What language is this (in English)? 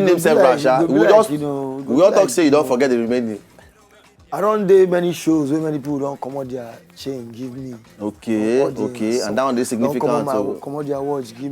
Nigerian Pidgin